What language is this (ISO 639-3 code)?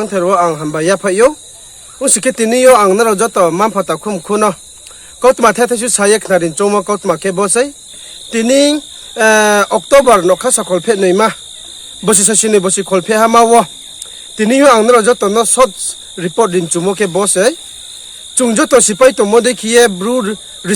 ria